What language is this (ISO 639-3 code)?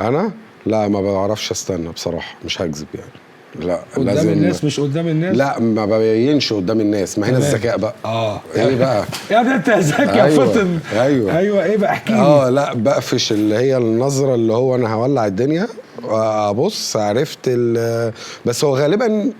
arz